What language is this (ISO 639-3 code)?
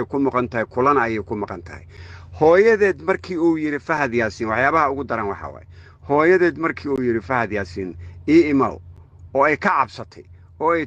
som